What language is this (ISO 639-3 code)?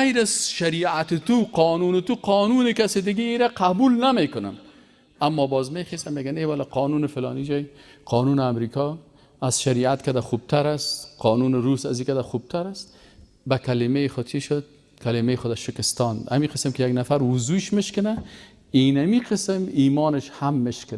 fas